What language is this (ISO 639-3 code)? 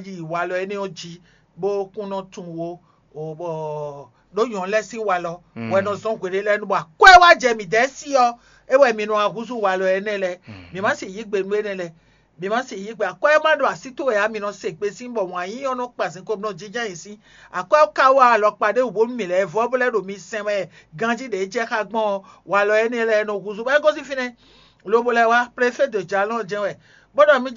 fon